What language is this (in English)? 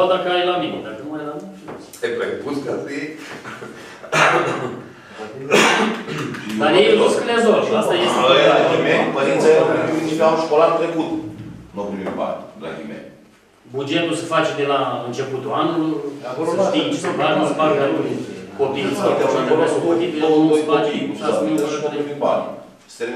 Romanian